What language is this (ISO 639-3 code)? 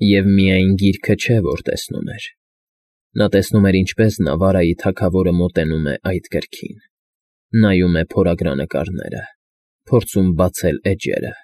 hye